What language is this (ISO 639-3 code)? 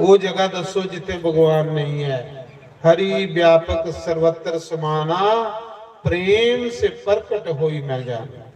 doi